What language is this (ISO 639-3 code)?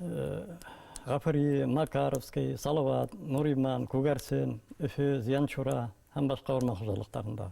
bak